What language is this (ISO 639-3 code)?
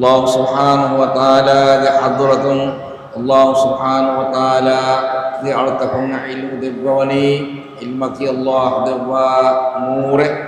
div